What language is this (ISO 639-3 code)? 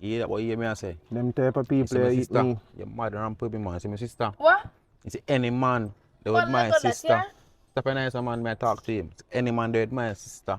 jam